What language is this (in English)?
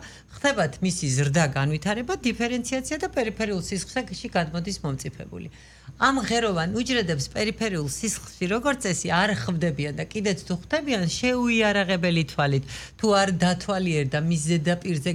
Georgian